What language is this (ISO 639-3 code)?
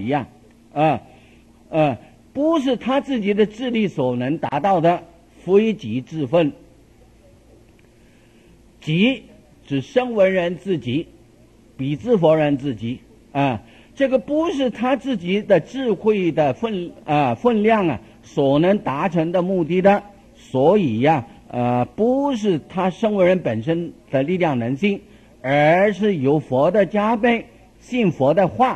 zho